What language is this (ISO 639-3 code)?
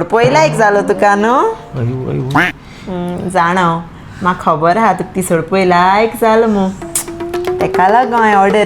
kok